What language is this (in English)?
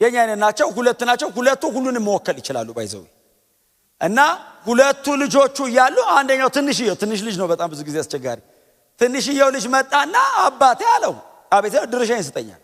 Amharic